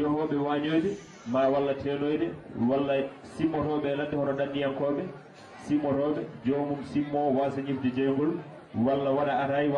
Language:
Fula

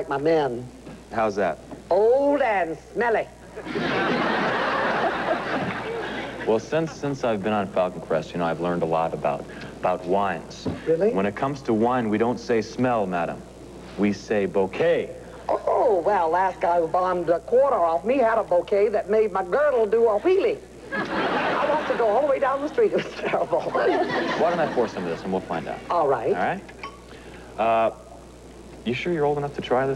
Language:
English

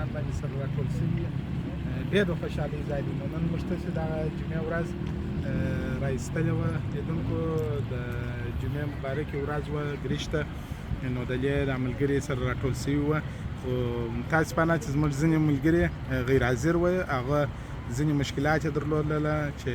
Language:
Pashto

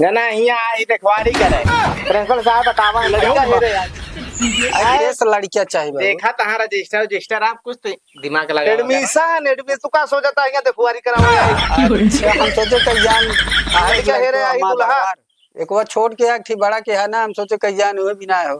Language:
Awadhi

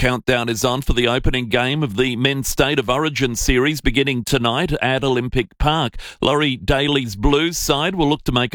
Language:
English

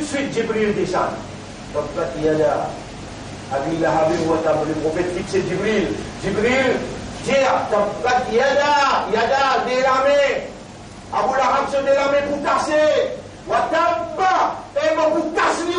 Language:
Morisyen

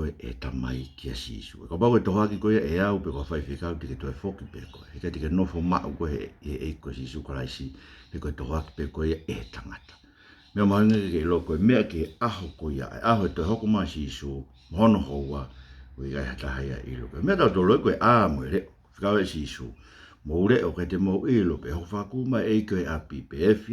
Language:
Tongan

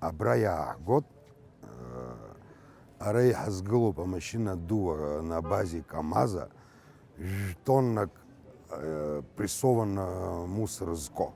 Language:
Abkhazian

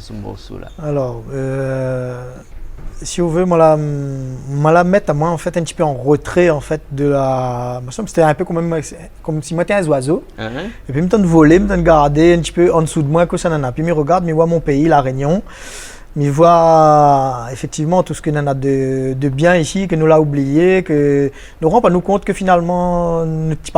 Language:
Réunion Creole French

